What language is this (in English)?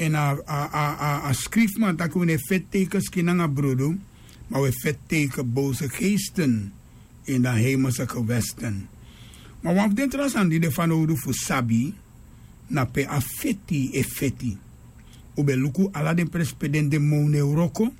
Sranan Tongo